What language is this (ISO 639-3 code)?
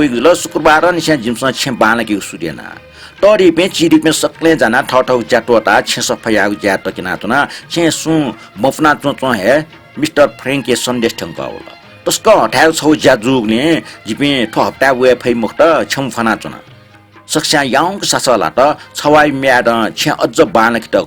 new